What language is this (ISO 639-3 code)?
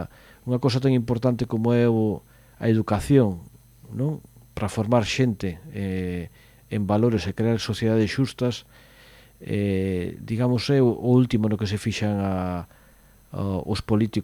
glg